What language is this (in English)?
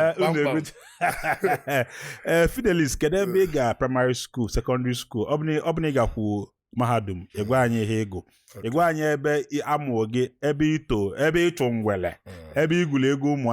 Igbo